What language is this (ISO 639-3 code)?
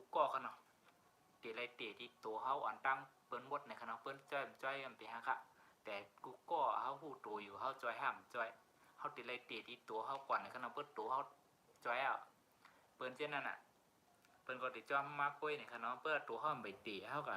shn